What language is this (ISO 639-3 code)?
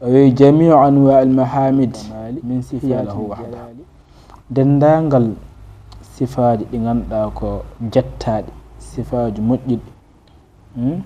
ful